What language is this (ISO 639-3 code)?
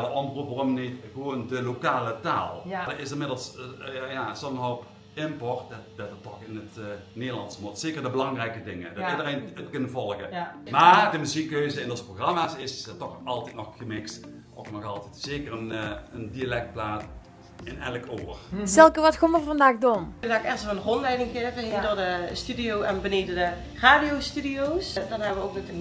lim